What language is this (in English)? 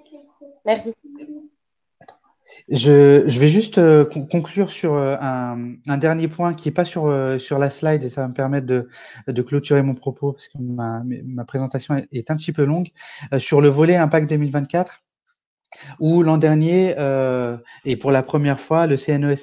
French